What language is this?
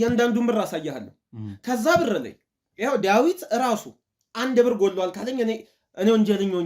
Amharic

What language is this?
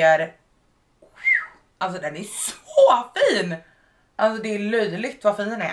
Swedish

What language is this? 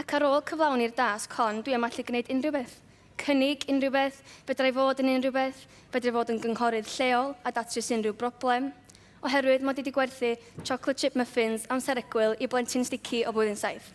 Welsh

